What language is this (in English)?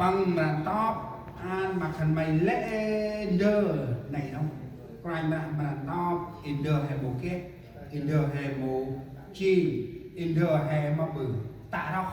Central Mnong